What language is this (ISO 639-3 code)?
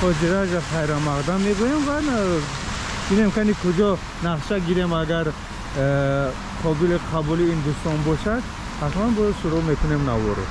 tgk